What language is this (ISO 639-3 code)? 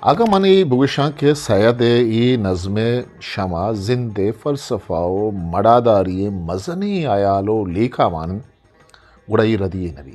bgp